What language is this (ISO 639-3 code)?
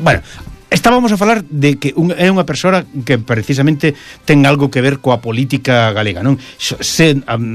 glg